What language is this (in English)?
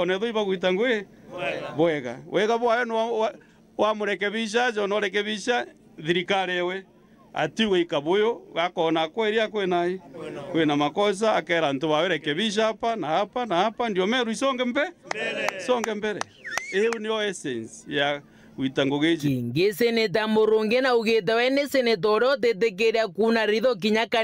Meru